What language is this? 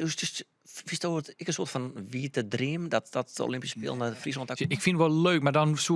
Western Frisian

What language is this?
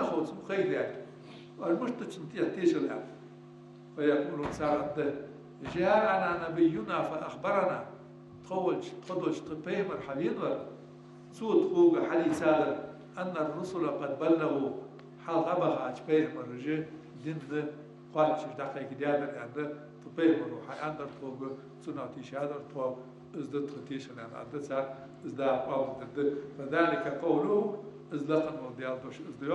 Ingush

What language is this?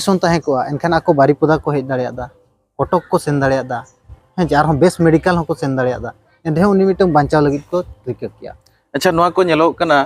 Santali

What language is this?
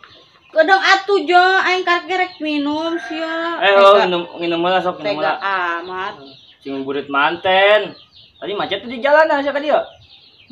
Sundanese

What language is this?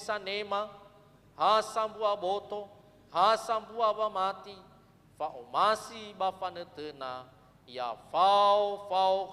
Nias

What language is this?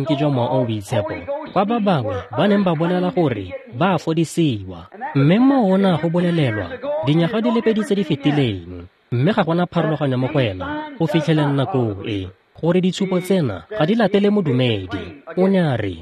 Tswana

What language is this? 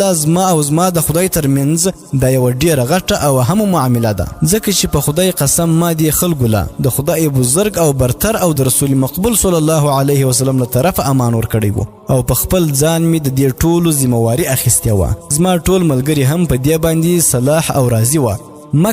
Pashto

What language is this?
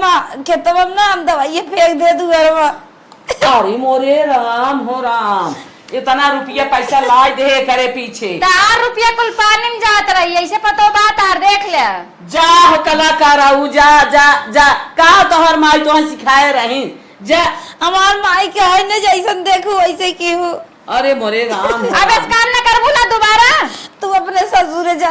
Awadhi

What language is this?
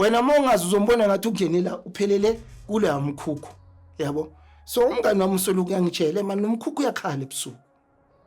Zulu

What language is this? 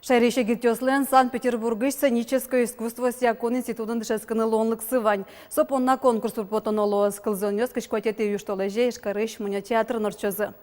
Udmurt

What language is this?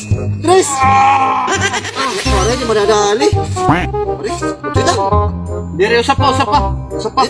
Waray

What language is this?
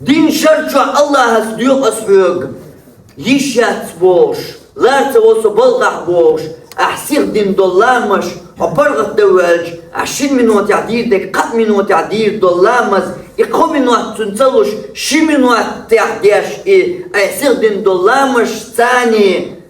Chechen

